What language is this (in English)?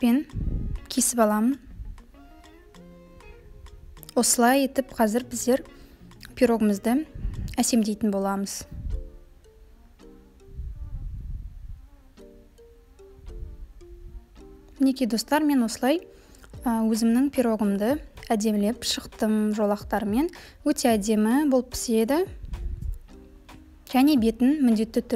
Kazakh